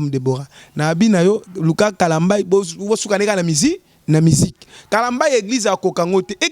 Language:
Lingala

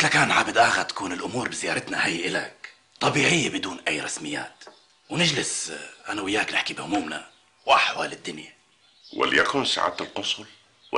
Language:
North Levantine Arabic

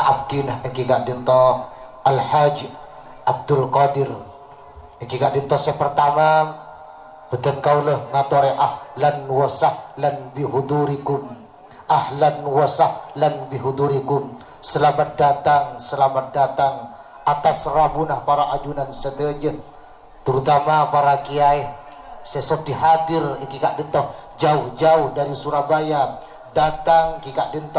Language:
Madurese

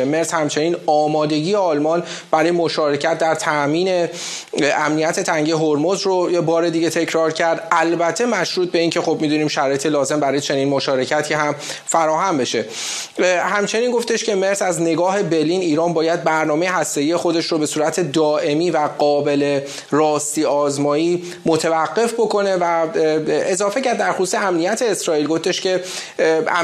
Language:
Persian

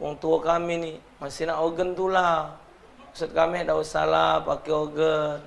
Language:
Musi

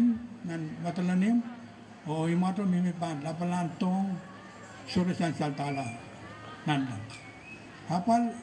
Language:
Pohnpeian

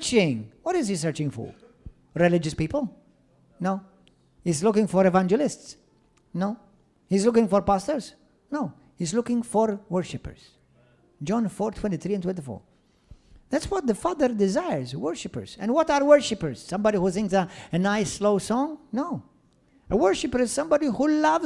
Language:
English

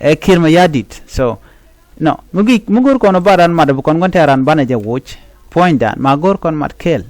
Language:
Nuer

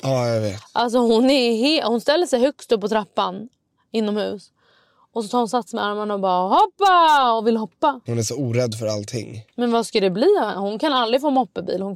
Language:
Swedish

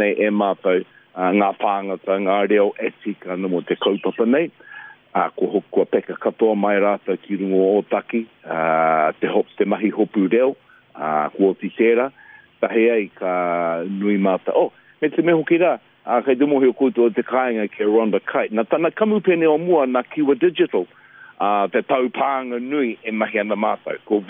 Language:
Māori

